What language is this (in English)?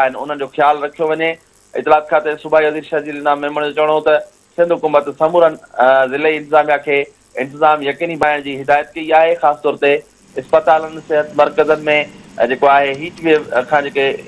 Sindhi